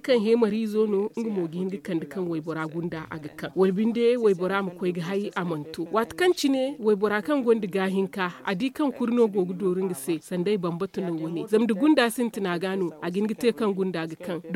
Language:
Zarma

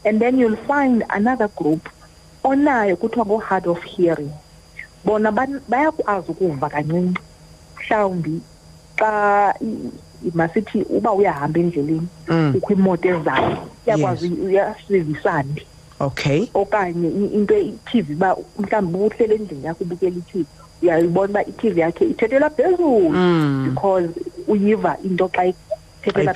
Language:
Xhosa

